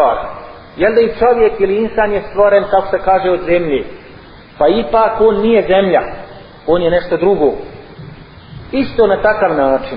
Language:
Bosnian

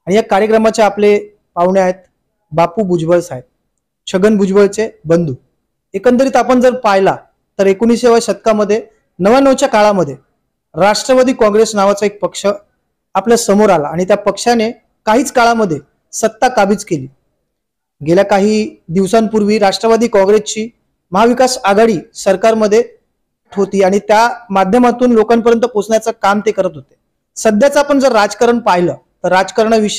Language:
Marathi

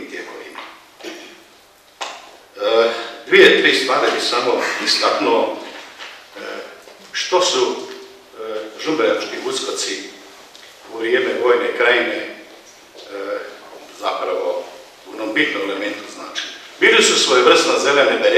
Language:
Croatian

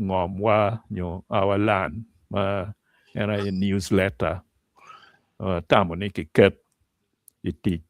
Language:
Acoli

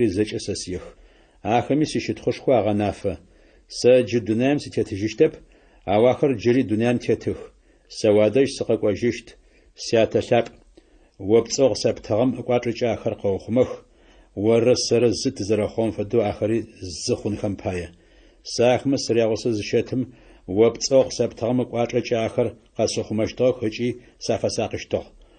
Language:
Adyghe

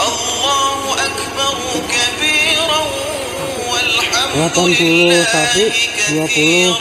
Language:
Betawi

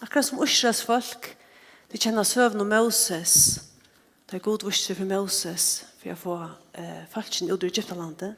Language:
Faroese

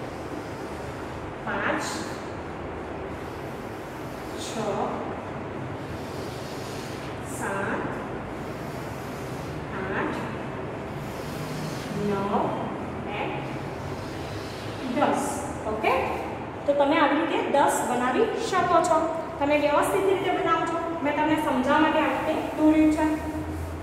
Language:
Gujarati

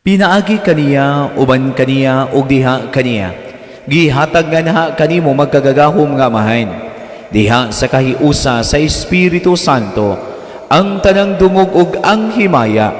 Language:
Cebuano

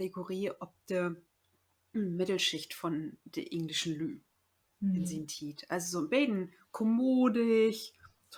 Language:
Low German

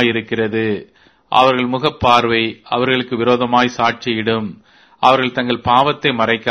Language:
Tamil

